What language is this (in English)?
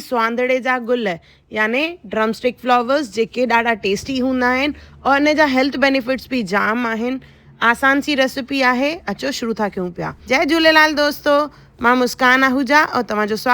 Sindhi